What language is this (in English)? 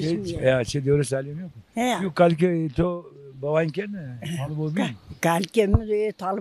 Zaza